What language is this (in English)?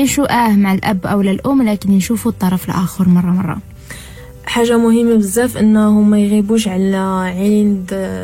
Moroccan Arabic